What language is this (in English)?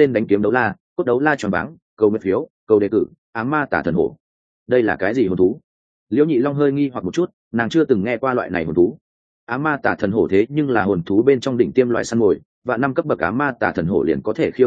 Vietnamese